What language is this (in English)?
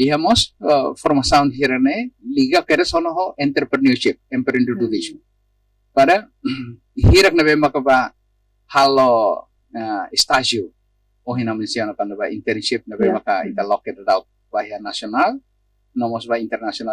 Tetum